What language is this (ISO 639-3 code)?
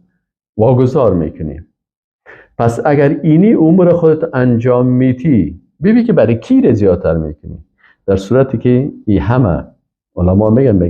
fas